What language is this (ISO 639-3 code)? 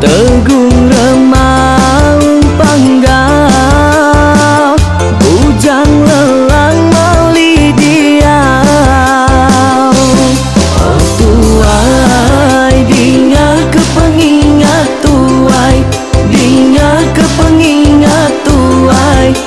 iba